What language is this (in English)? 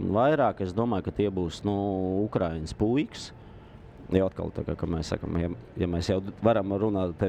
Latvian